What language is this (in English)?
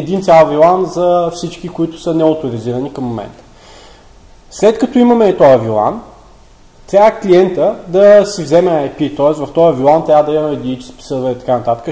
Bulgarian